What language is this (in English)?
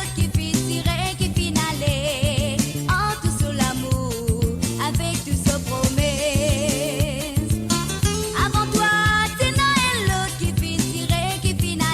Morisyen